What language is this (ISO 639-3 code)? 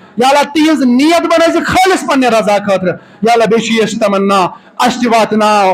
kas